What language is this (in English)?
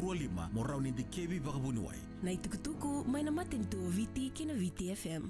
Fijian